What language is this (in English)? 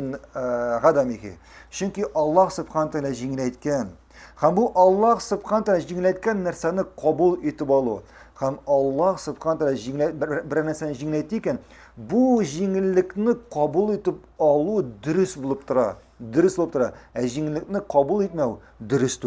Tatar